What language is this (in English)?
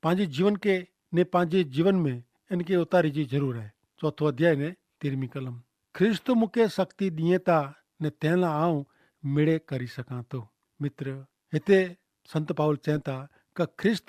Kachhi